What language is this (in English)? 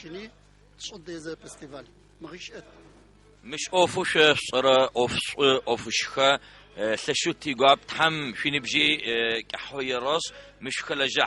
Adyghe